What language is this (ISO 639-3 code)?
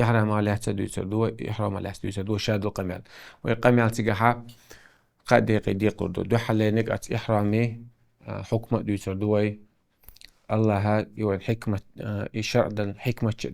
che